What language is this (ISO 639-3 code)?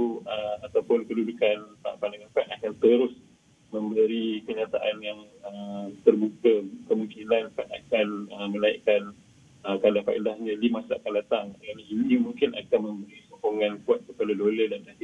msa